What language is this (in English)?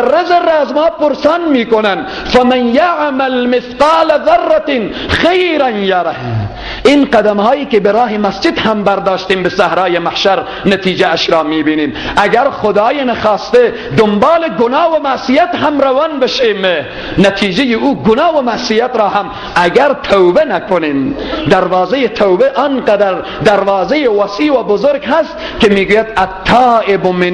Persian